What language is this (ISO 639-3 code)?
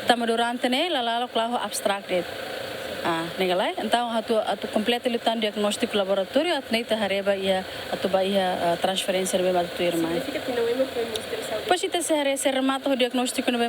tet